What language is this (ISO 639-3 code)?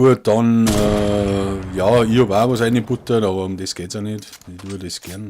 bar